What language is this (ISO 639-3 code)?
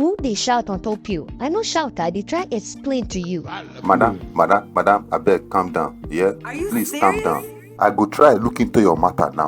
pcm